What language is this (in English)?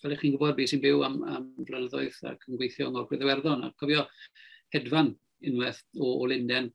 Welsh